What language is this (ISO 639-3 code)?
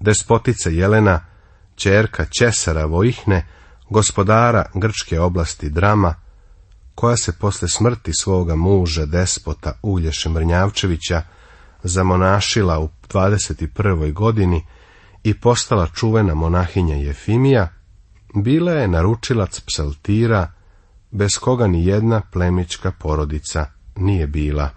srp